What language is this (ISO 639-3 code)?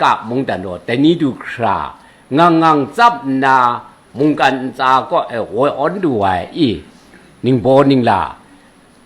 kac